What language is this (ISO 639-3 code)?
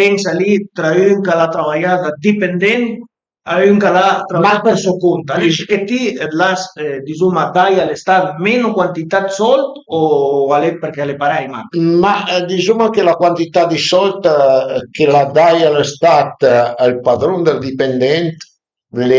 pms